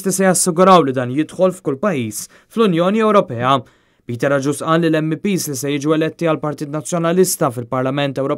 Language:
Maltese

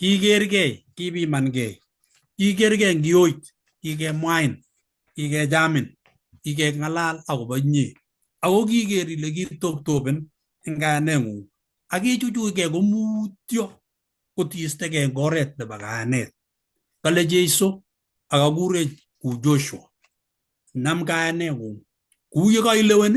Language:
Kalenjin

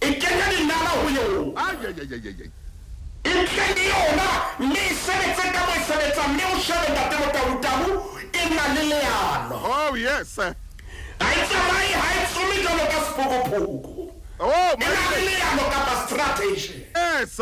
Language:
Southern Sotho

